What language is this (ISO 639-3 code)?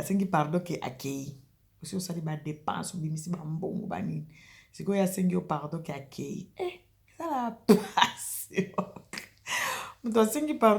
lin